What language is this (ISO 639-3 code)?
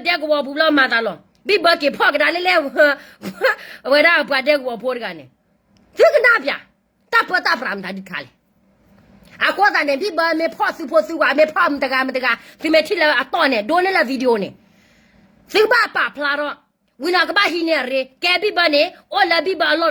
ksw